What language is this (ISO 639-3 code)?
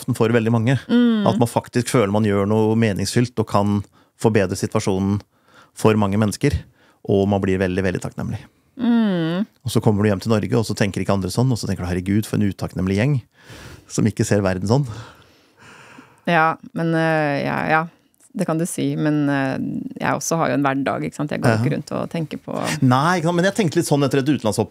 nor